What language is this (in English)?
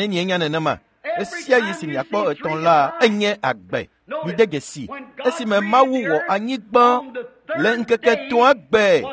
Ewe